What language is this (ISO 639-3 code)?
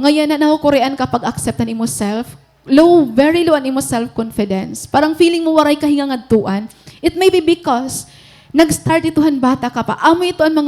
war